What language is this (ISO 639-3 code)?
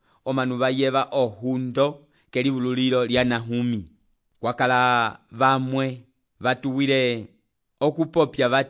umb